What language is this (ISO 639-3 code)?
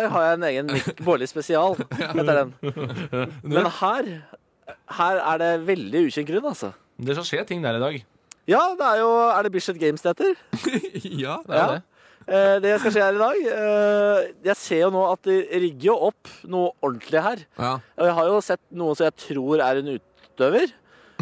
nor